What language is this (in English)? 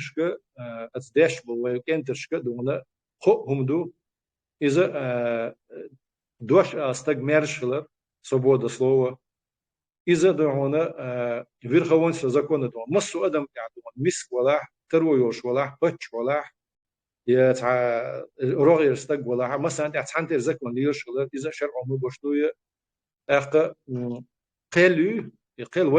Chechen